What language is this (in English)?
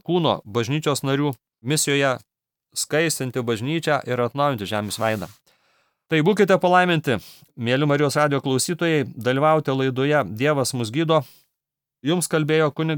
Lithuanian